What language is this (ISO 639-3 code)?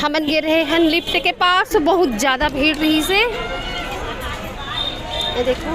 hne